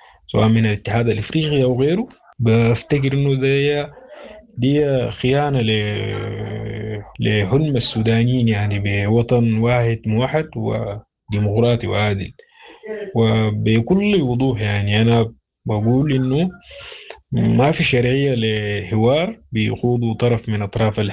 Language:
Sudanese Arabic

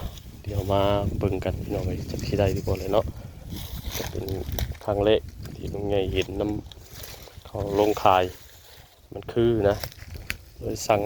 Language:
Northeastern Thai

